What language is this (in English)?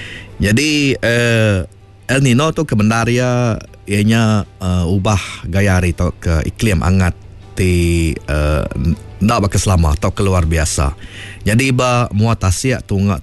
Iban